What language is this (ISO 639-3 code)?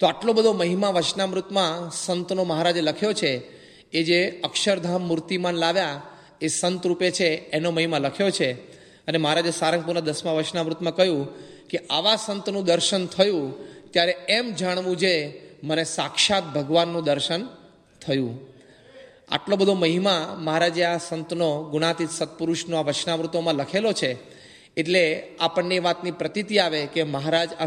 guj